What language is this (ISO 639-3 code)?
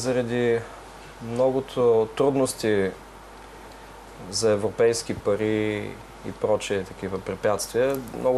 bul